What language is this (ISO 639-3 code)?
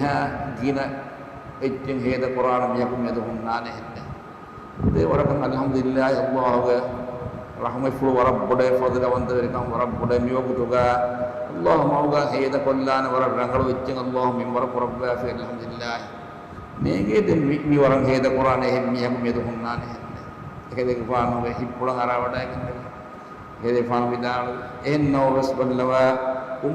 div